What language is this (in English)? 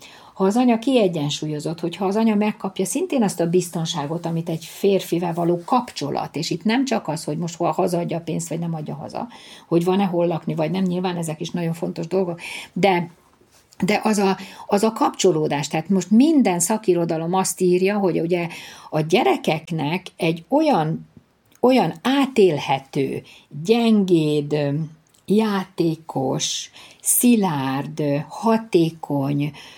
Hungarian